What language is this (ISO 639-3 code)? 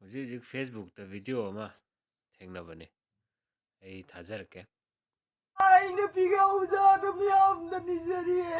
mni